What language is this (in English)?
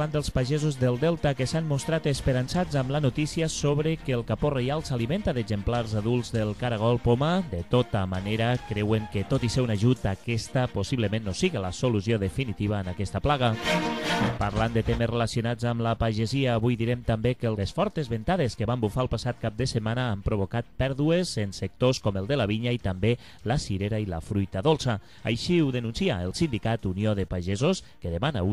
Catalan